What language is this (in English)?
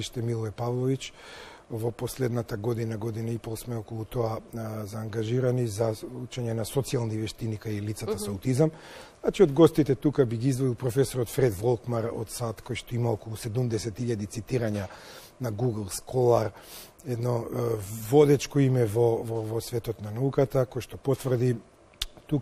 Macedonian